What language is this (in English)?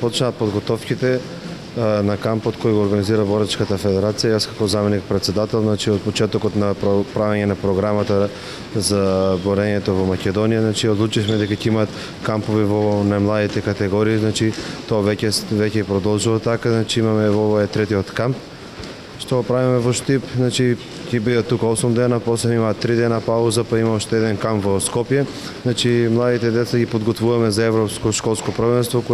Macedonian